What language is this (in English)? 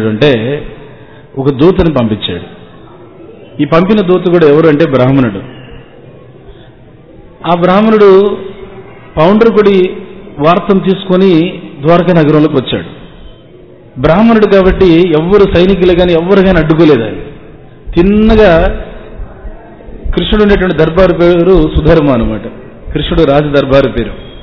Telugu